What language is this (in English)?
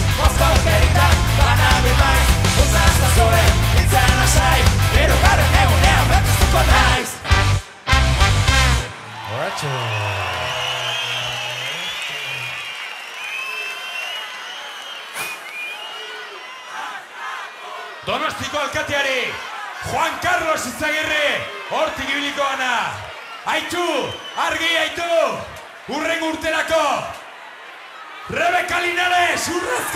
Basque